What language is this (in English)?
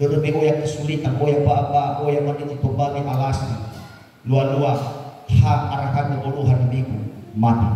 Nias